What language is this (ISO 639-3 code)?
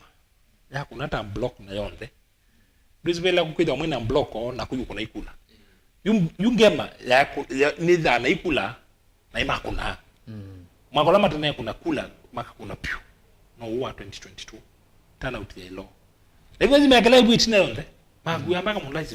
kam